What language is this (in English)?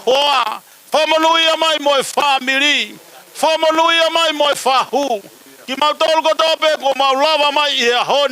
Tongan